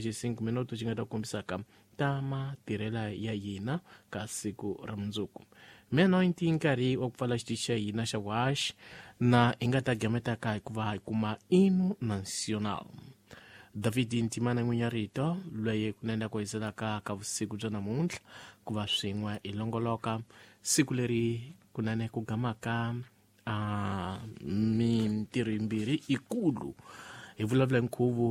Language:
Tsonga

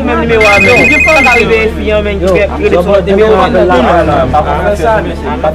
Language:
Haitian Creole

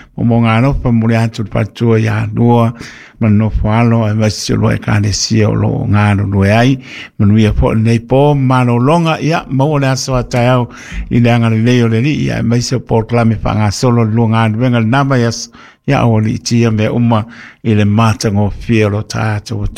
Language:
Samoan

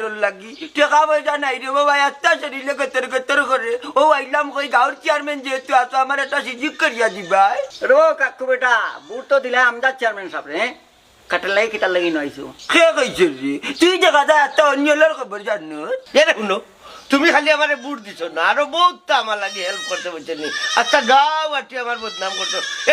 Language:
Sylheti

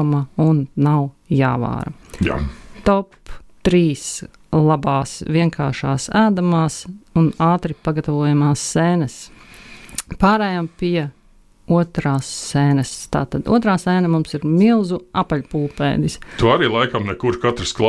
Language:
Latvian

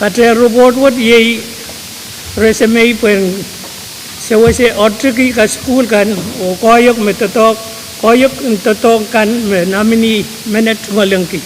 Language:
Pohnpeian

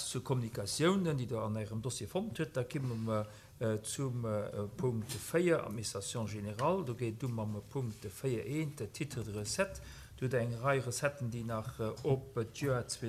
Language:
Luxembourgish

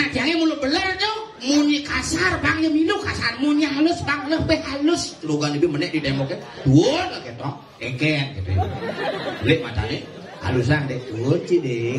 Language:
Balinese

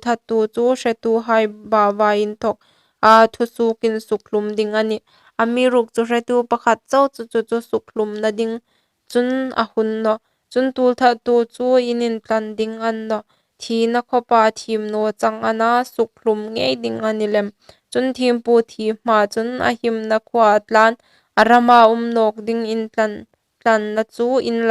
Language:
Hmar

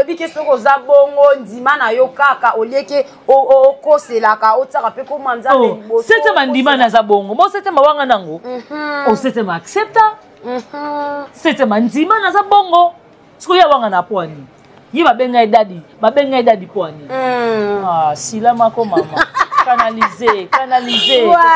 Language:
Lingala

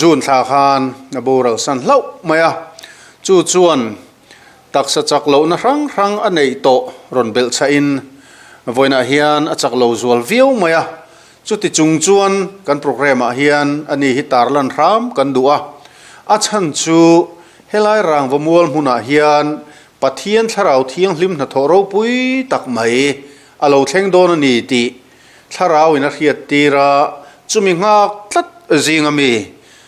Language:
Mizo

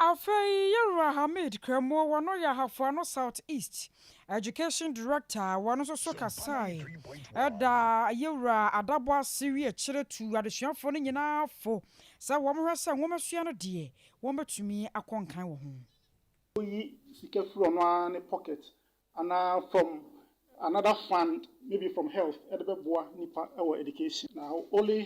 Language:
Akan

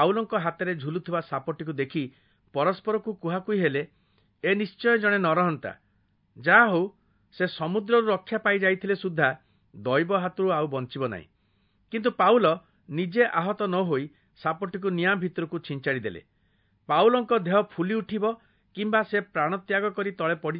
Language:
Odia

